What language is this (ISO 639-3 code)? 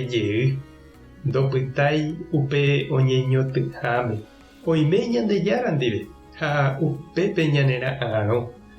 grn